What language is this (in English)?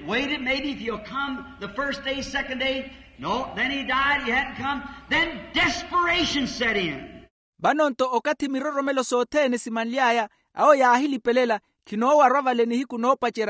Makhuwa